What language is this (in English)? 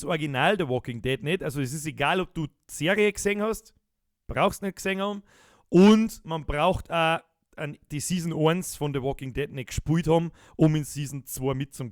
Bavarian